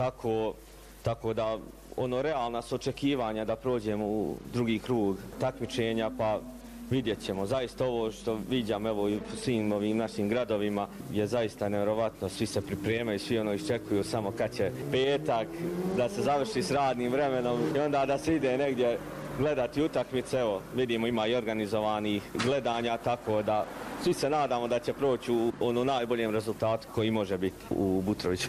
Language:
Bosnian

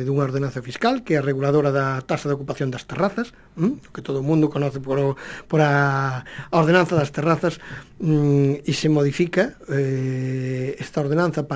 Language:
Galician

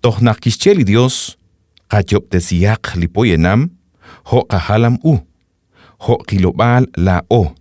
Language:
Kekchí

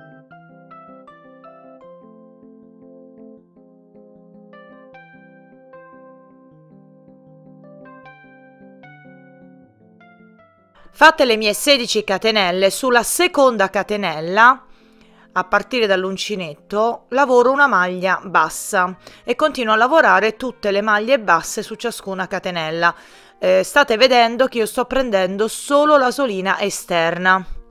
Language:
Italian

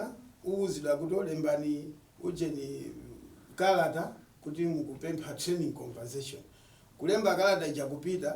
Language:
Nyanja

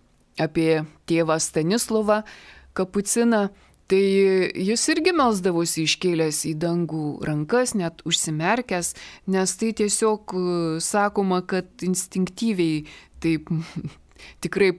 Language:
Lithuanian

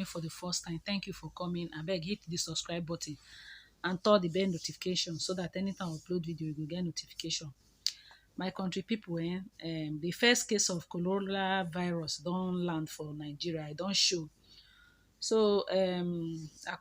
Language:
Nigerian Pidgin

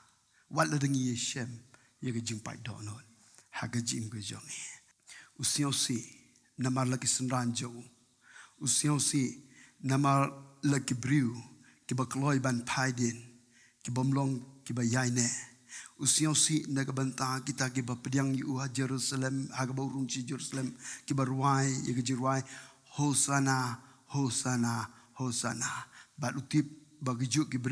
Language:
Khasi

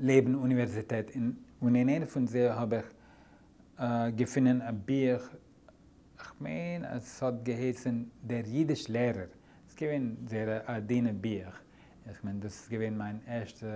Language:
Yiddish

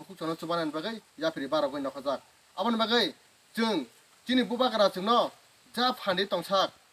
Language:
Kok Borok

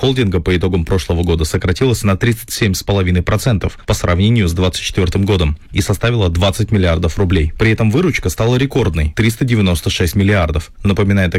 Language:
Russian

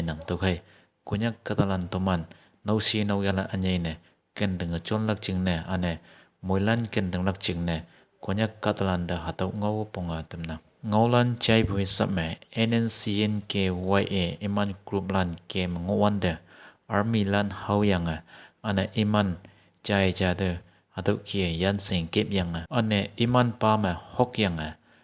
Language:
Konyak Naga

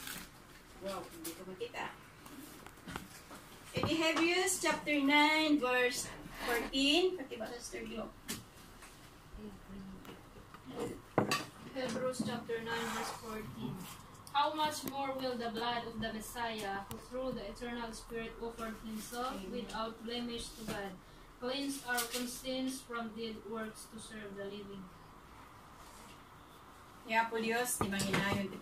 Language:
Iloko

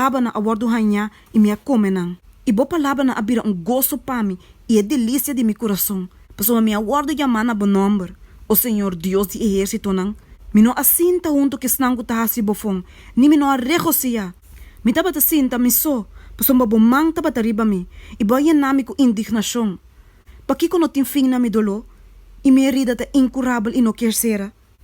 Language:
Papiamento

